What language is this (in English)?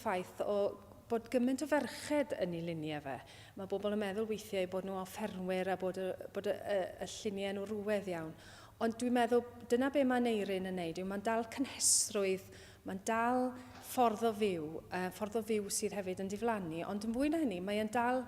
Welsh